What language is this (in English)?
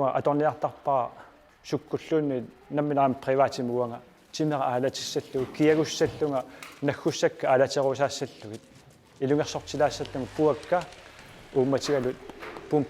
Kalaallisut